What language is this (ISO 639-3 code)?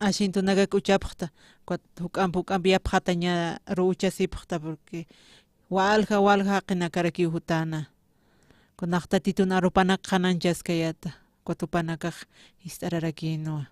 aym